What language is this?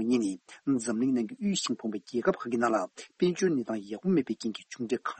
Tibetan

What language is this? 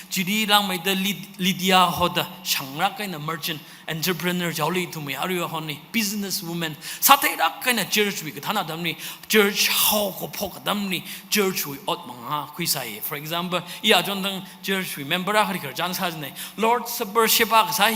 Tangkhul Naga (India)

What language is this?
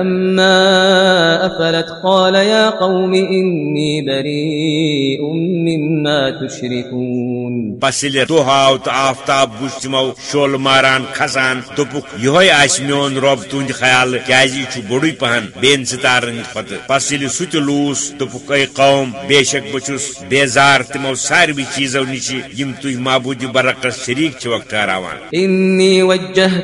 Kashmiri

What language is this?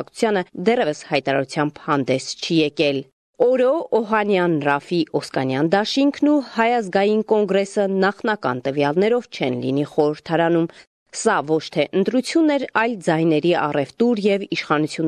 Armenian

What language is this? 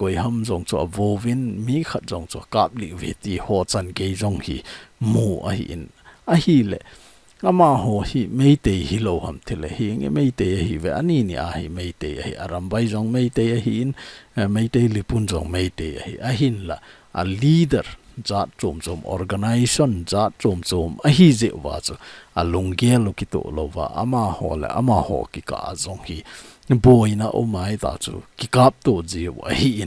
Thado Chin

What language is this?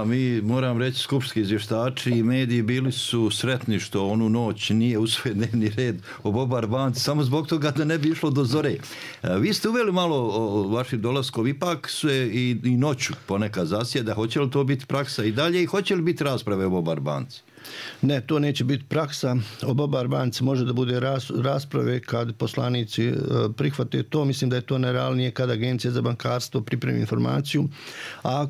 Croatian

